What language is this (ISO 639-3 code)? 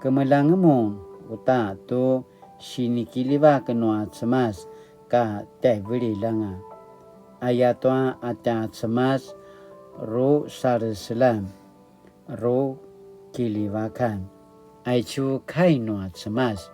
pwn